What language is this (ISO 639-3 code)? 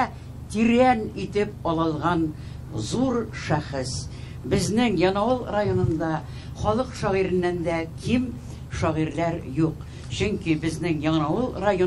tat